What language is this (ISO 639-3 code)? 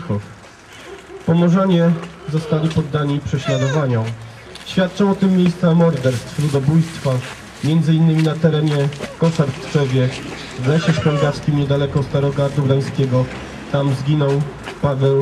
pol